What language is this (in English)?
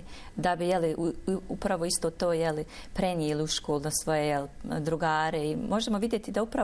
Bosnian